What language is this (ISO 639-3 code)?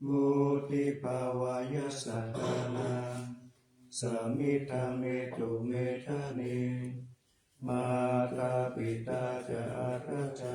pli